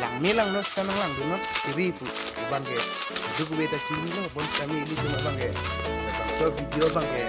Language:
Karbi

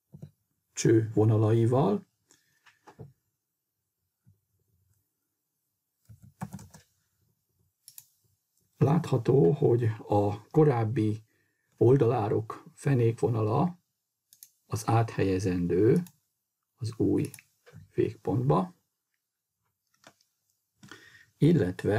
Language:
Hungarian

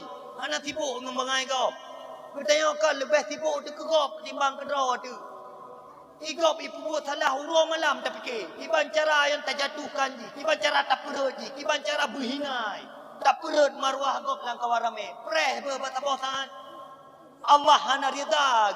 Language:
Achinese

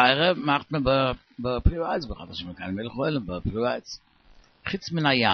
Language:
Yiddish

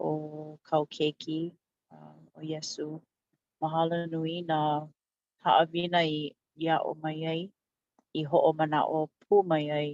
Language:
Hawaiian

